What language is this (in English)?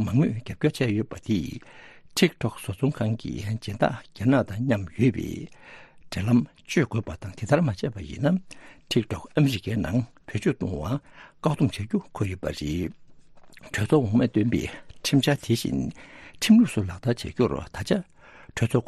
Tibetan